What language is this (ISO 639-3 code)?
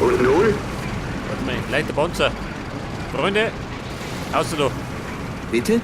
bar